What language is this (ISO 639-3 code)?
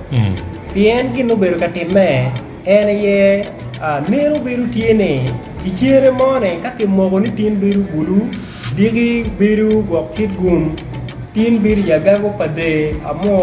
ach